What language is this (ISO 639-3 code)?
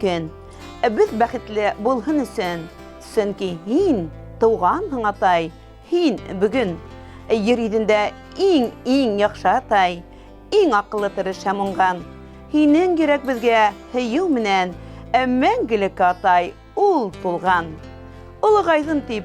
bak